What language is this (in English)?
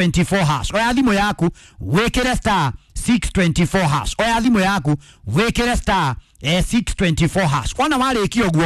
Kikuyu